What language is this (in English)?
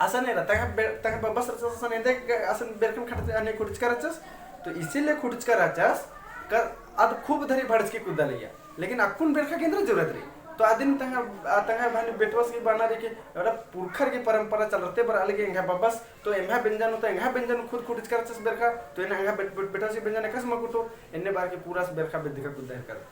Kurukh